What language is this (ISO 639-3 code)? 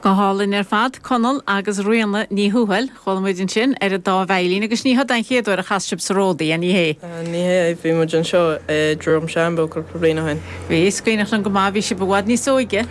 gle